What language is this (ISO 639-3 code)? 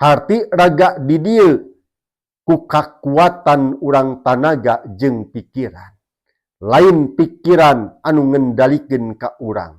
sun